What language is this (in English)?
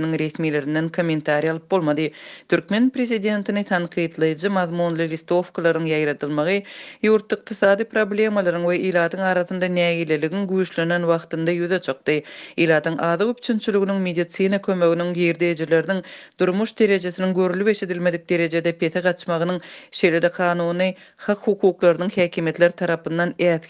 Turkmen